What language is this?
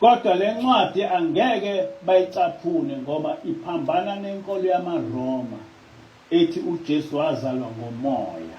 Zulu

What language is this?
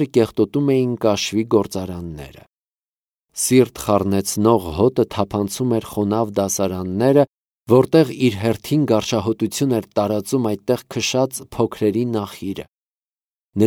Armenian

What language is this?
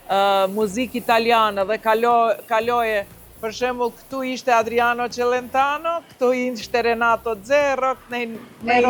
Albanian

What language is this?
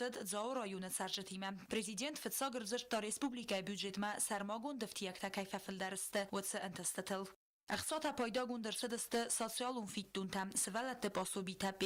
Ossetic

